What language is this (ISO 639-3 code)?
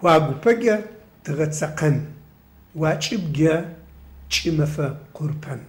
ady